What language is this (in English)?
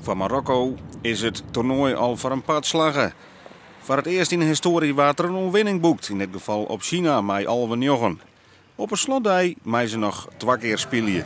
Western Frisian